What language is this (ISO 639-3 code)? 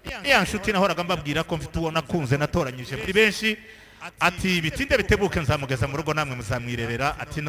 kin